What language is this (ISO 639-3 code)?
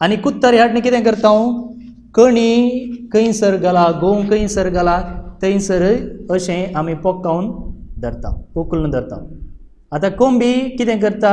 kok